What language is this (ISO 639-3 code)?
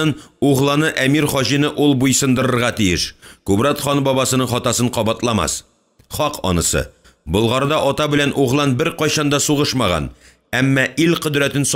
tat